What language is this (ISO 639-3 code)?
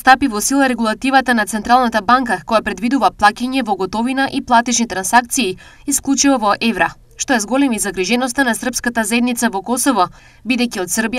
mkd